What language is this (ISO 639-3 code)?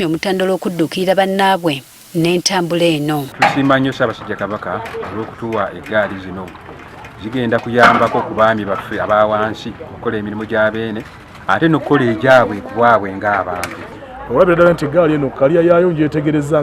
lug